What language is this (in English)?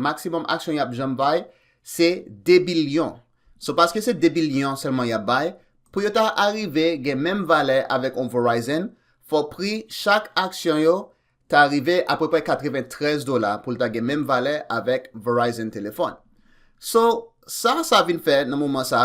Haitian Creole